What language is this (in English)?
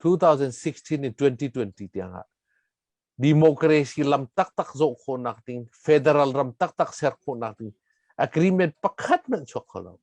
Hakha Chin